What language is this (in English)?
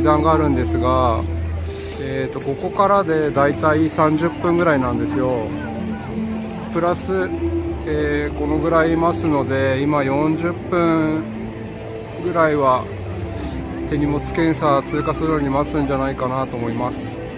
Japanese